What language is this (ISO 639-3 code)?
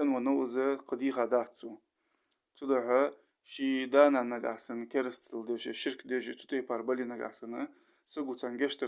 inh